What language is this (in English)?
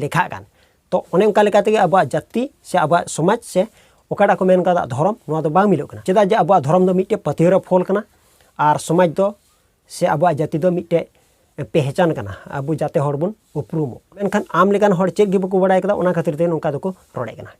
Santali